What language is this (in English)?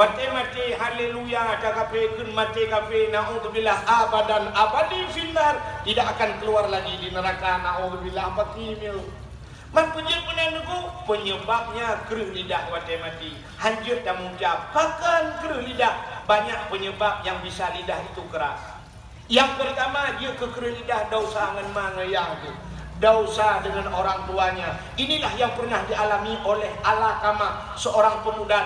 Achinese